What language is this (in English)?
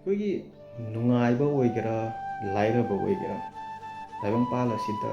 Manipuri